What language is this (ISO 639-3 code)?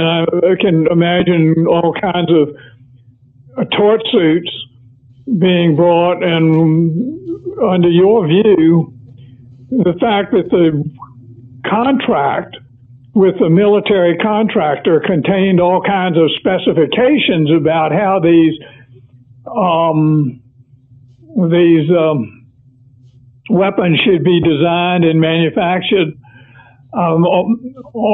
eng